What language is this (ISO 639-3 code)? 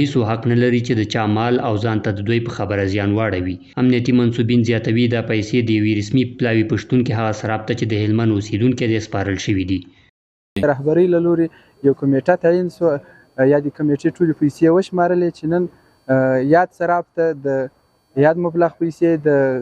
pus